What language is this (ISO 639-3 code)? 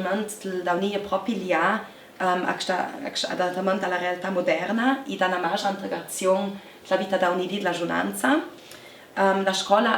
lld